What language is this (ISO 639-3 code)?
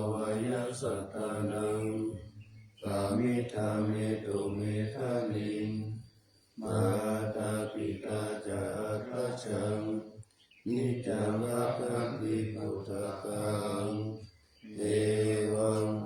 pli